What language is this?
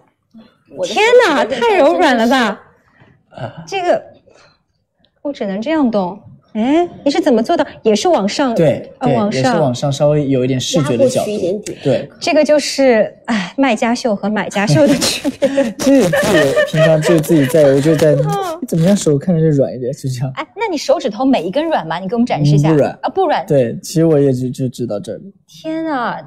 Chinese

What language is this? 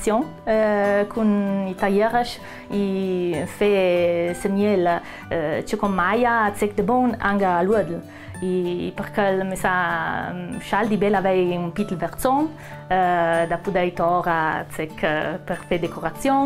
Ladin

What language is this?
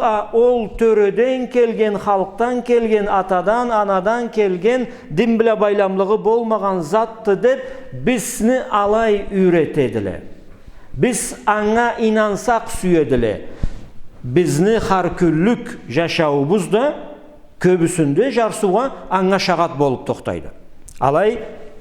Karachay-Balkar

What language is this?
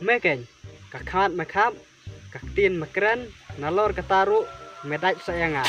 Khasi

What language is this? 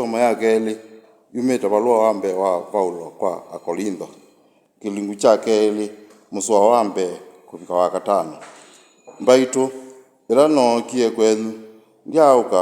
Kamba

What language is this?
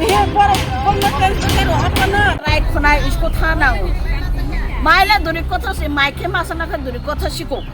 Kok Borok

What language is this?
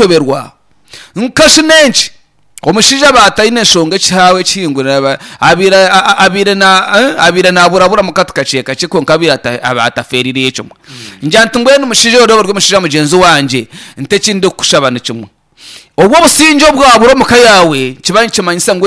Nyankole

